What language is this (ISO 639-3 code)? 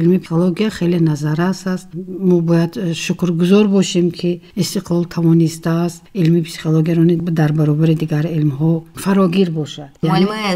tgk